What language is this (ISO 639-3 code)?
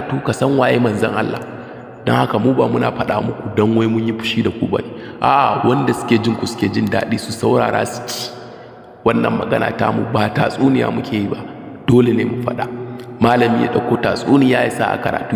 hau